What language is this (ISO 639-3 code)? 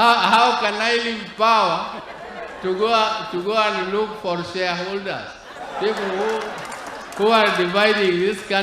luo